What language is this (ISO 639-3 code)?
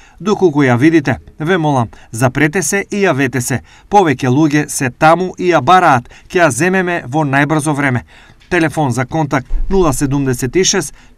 mkd